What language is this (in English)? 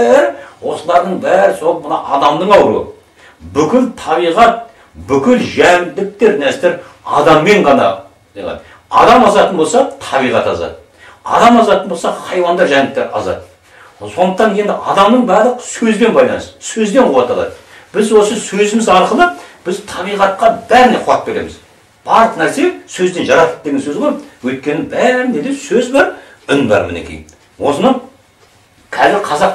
Kazakh